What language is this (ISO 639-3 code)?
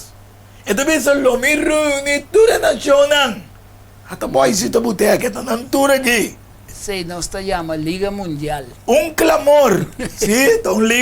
pap